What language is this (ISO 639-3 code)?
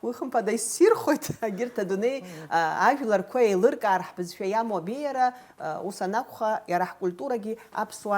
abk